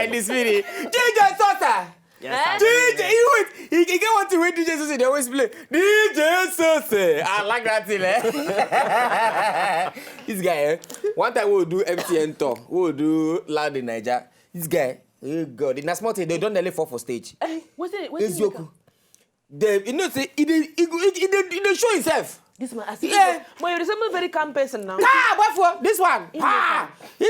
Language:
Nigerian Pidgin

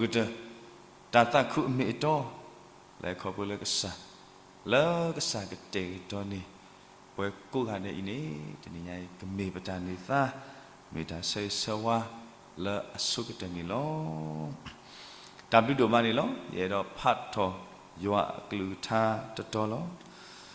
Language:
S'gaw Karen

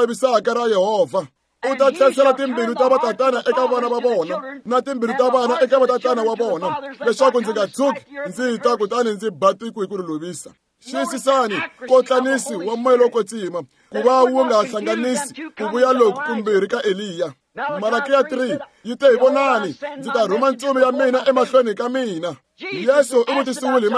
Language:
Tsonga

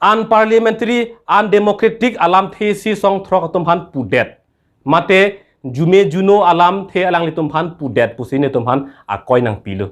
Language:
Karbi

